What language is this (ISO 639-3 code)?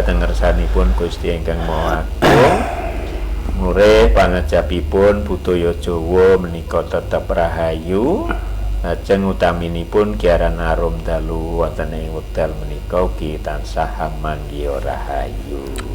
jav